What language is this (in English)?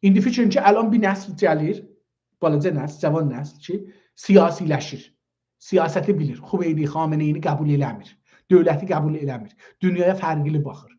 South Azerbaijani